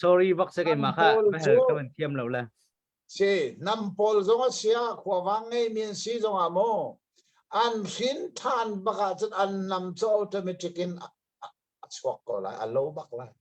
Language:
Hakha Chin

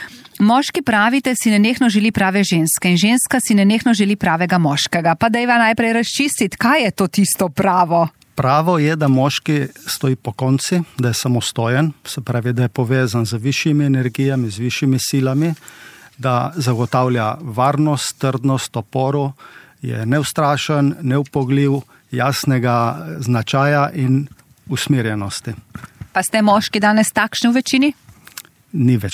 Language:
Slovenian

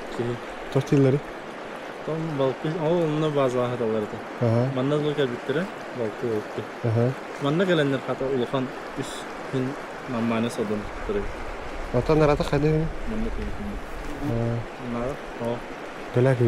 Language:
Yakut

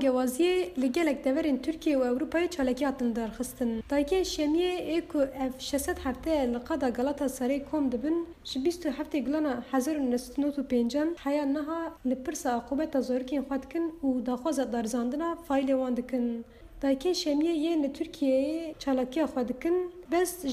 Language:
Kurdish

